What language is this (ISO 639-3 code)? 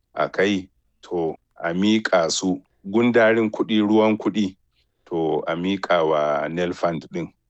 hau